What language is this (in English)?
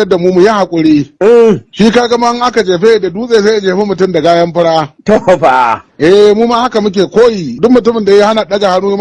Hausa